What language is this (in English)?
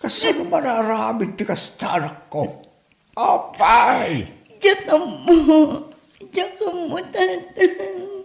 Iloko